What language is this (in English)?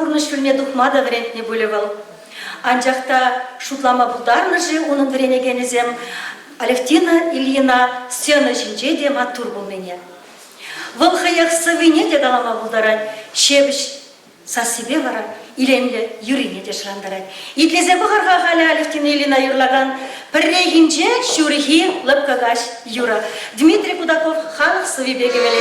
Chuvash